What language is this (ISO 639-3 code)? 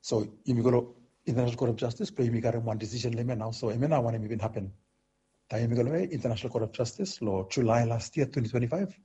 bis